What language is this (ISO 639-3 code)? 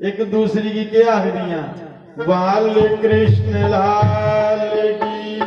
doi